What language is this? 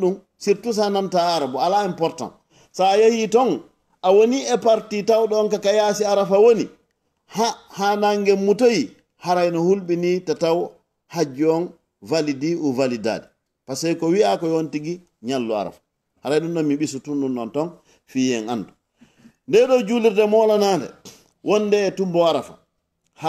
Fula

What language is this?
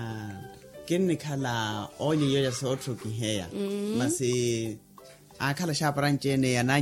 Makhuwa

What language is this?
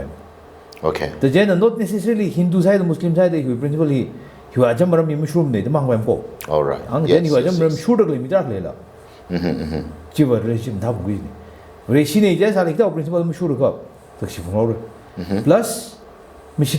Tangkhul Naga (India)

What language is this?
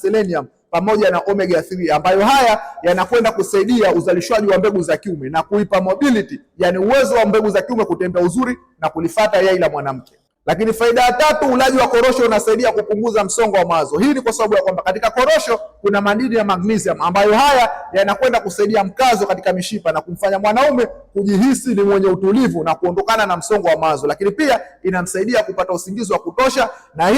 Swahili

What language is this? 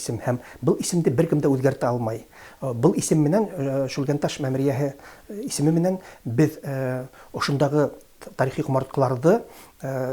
Bashkir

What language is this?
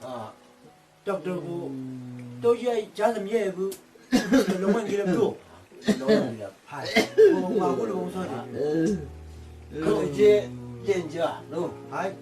Chang Naga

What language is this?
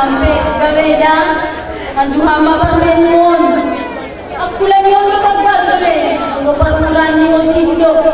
Batak Simalungun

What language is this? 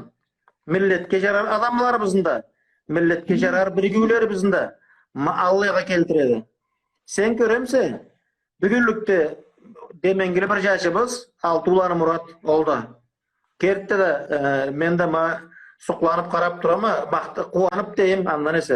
Karachay-Balkar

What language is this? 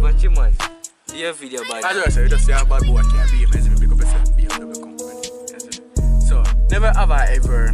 Jamaican Creole English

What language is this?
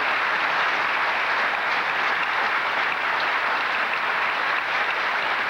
Japanese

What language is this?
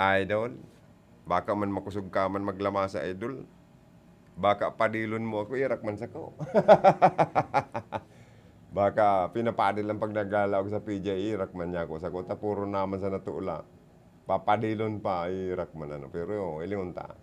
Bikol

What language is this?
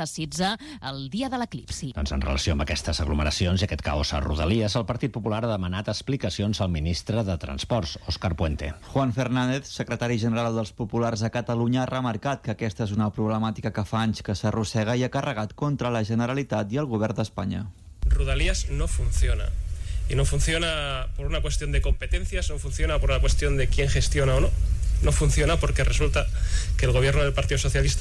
Catalan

